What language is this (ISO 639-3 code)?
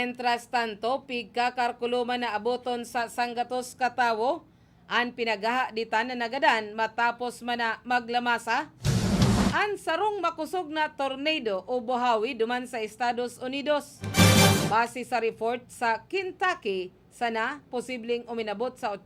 bik